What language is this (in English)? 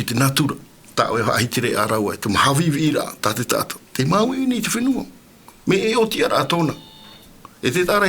Tahitian